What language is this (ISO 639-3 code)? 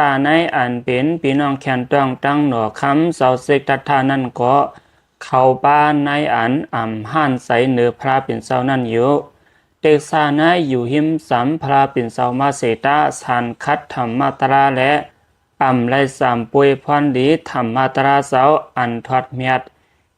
lao